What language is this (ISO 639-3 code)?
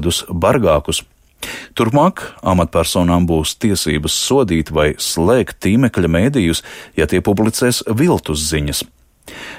lav